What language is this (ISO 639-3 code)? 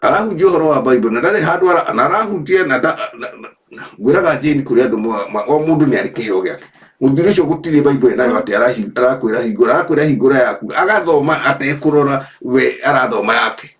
kik